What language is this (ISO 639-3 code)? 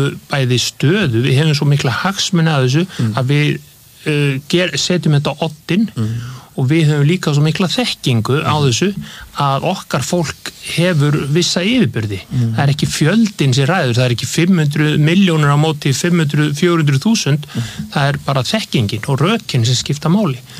isl